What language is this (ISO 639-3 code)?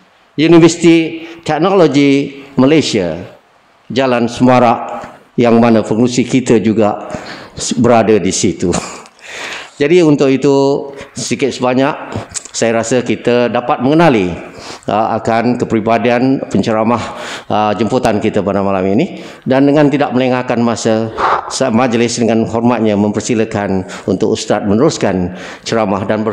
msa